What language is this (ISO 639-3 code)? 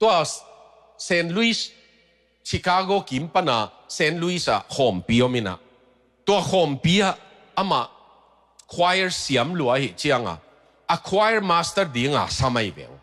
ctd